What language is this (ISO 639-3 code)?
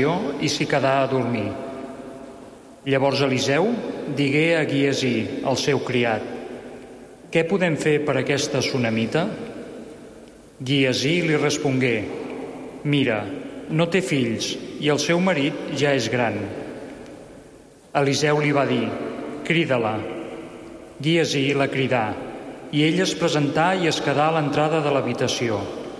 cat